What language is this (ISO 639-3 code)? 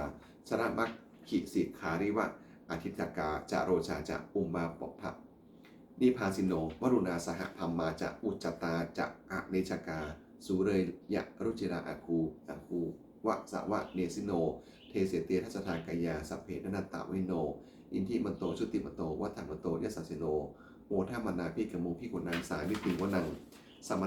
pli